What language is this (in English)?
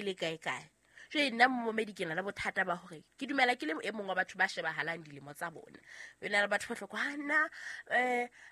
Southern Sotho